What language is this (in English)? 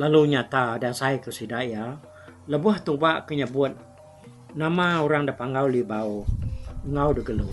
Iban